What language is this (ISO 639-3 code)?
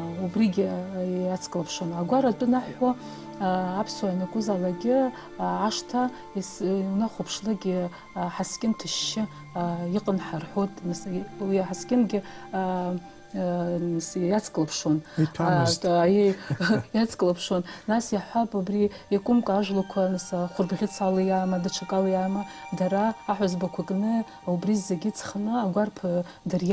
abk